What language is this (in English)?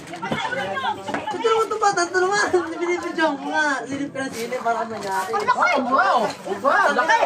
Filipino